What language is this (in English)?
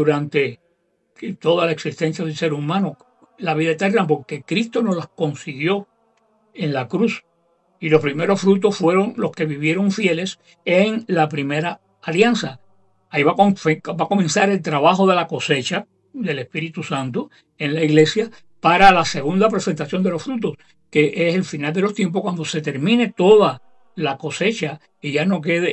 Spanish